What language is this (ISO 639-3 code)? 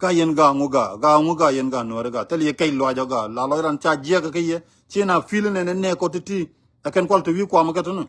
nus